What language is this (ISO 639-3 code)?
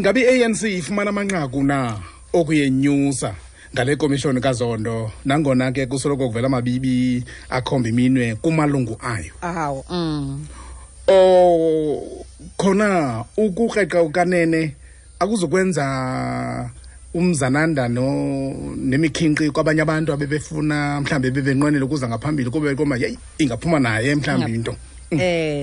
xho